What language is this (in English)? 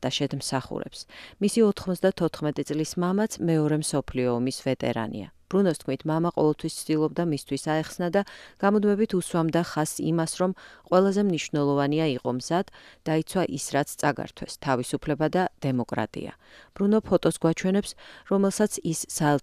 Georgian